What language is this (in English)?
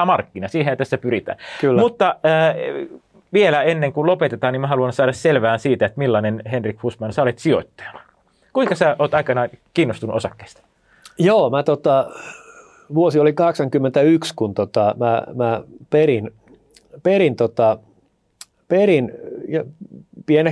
Finnish